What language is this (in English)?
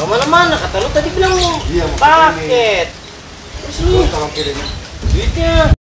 Betawi